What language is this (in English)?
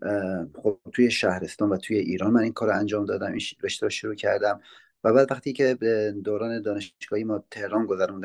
Persian